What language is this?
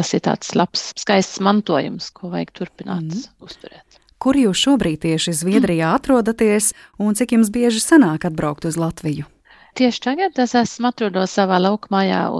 Latvian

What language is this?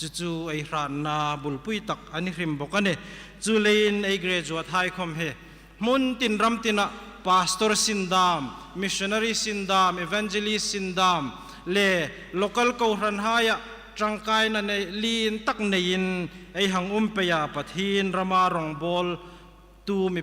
Hmar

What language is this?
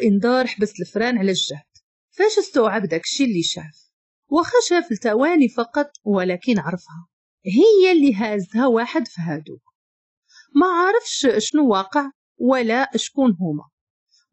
Moroccan Arabic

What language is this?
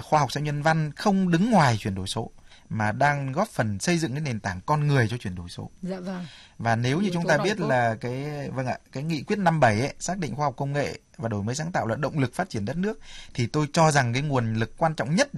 Vietnamese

